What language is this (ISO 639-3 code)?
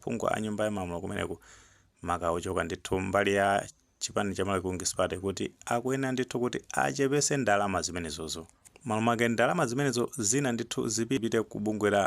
nya